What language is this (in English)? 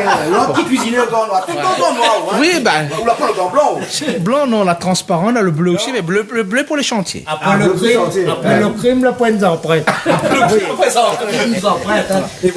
Réunion Creole French